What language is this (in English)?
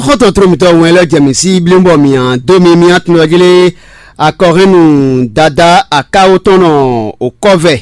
Fon